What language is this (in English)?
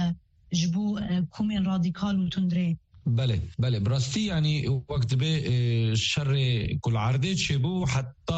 Kurdish